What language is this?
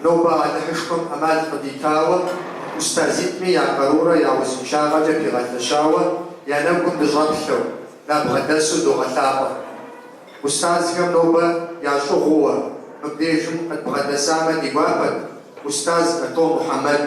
Kabardian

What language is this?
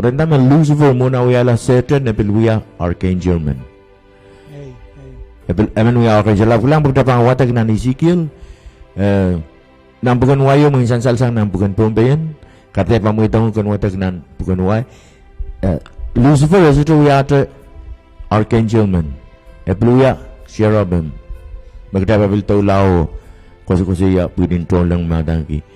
Pohnpeian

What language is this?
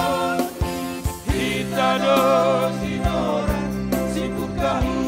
Batak Simalungun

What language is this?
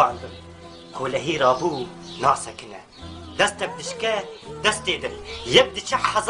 Kurdish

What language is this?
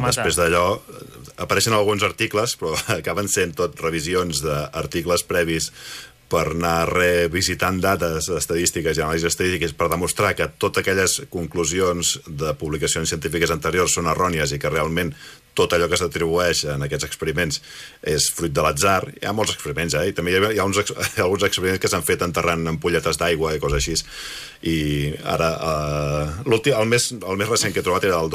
Catalan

